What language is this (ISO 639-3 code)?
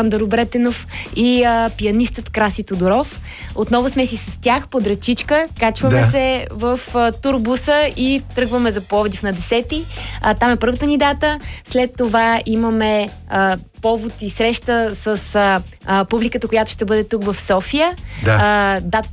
bul